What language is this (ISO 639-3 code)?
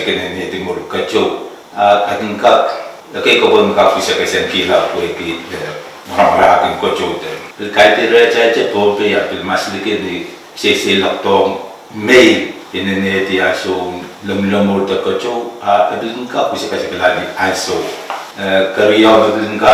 pon